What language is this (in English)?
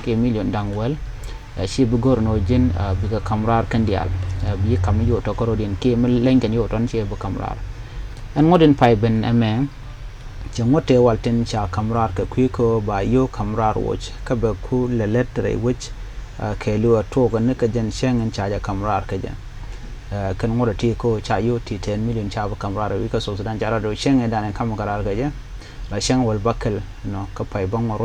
Nuer